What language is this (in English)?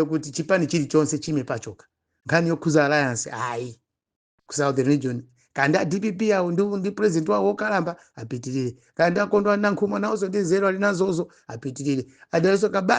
Nyanja